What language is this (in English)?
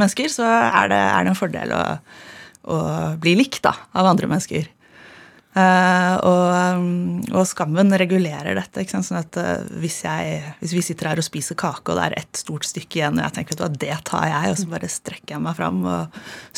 Norwegian